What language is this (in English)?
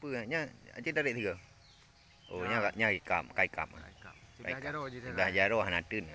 Achinese